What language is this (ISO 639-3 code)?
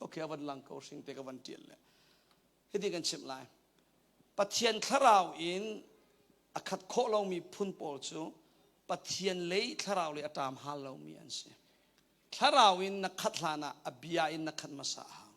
cnh